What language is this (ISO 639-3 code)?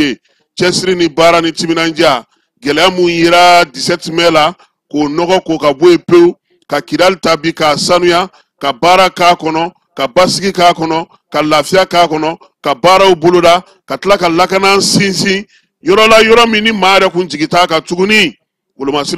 bam